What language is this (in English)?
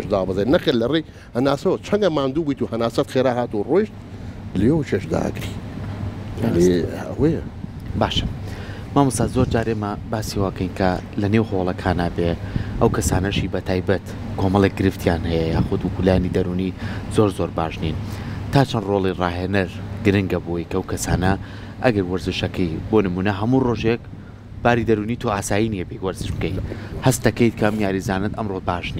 Central Kurdish